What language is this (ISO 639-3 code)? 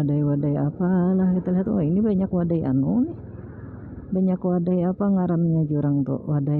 bjn